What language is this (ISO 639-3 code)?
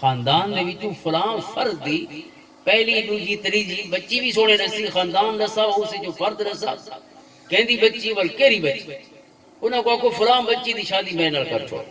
lah